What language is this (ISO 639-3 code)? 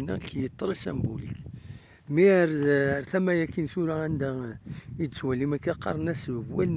kab